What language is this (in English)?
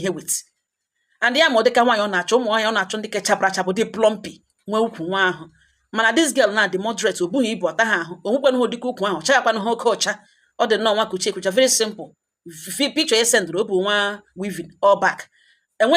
Igbo